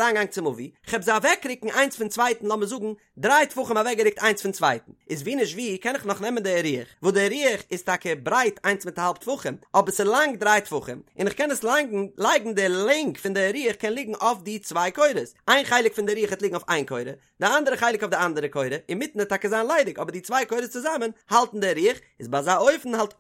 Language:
Yiddish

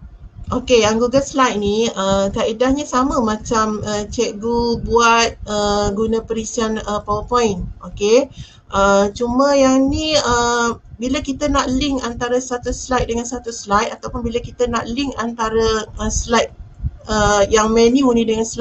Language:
Malay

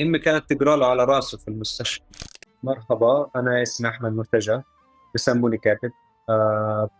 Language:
North Levantine Arabic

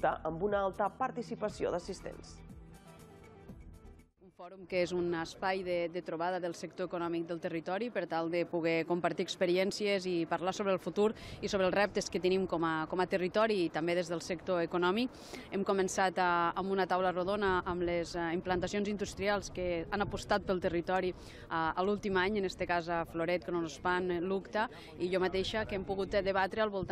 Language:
Catalan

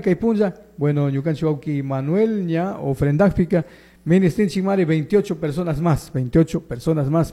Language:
Chimborazo Highland Quichua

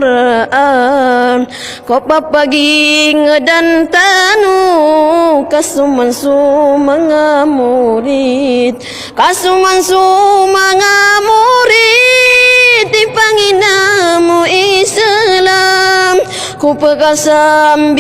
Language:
Maranao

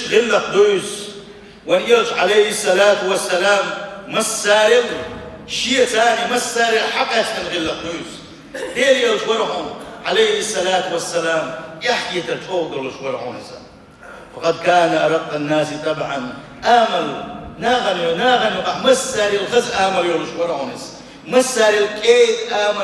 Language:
Chechen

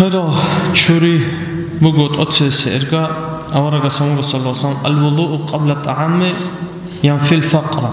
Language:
Avaric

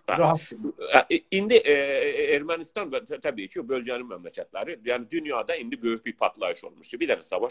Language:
South Azerbaijani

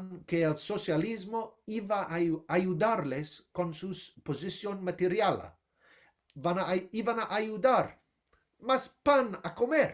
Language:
Ladino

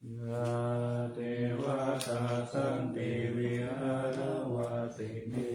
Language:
Pali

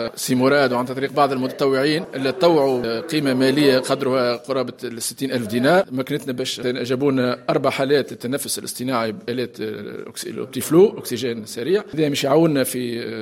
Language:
Tunisian Arabic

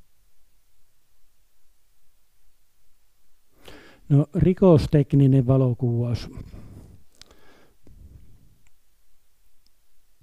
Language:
Finnish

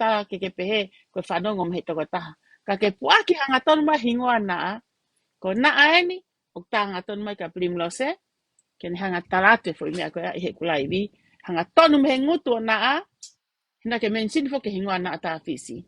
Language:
Tongan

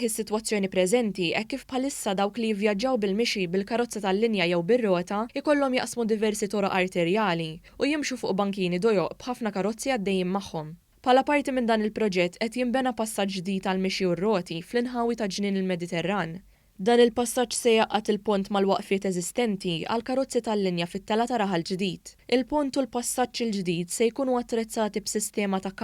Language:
Maltese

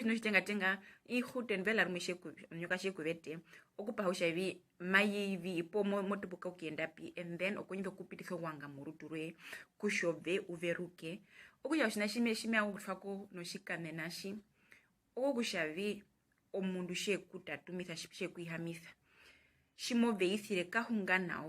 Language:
Herero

